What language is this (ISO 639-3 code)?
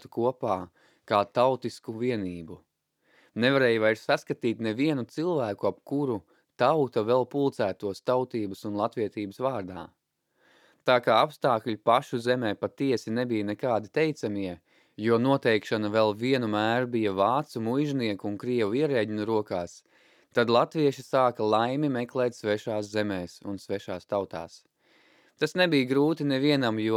lav